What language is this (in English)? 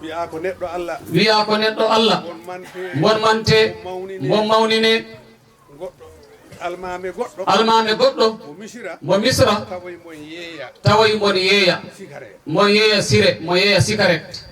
Fula